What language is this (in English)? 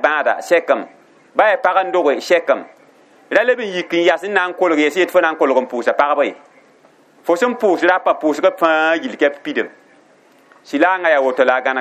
Mossi